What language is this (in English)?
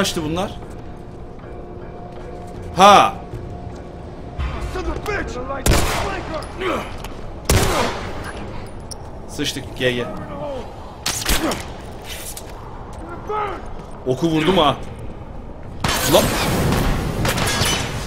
Turkish